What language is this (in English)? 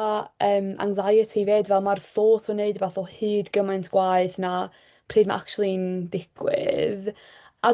Welsh